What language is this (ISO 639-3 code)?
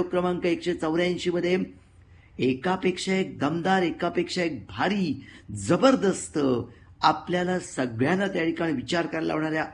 mar